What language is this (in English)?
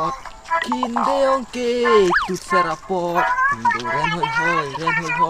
Karbi